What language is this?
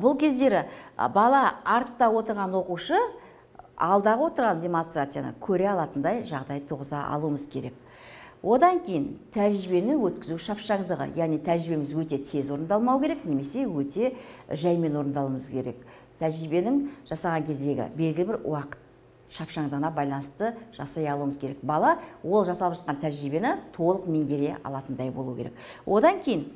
Kazakh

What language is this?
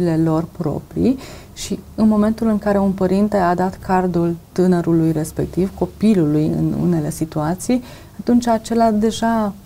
Romanian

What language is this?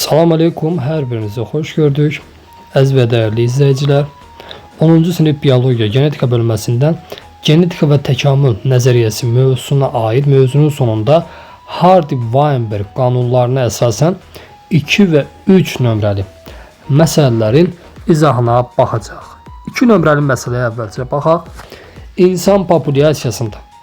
Azerbaijani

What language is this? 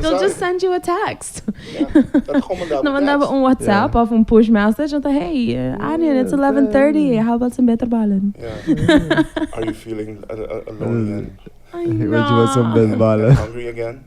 Papiamento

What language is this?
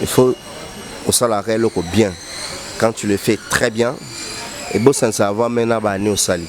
Lingala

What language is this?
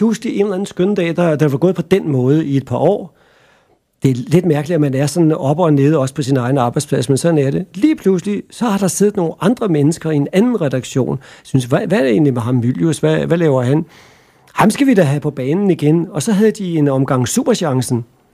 Danish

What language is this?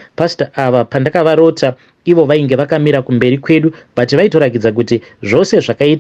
Shona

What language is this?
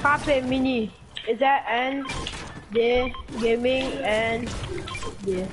Morisyen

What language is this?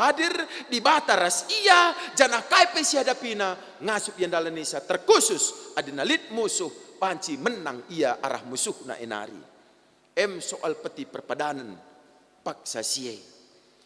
Batak Karo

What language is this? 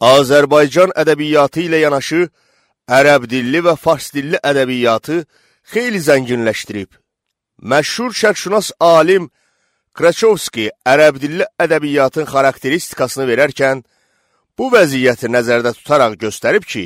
Azerbaijani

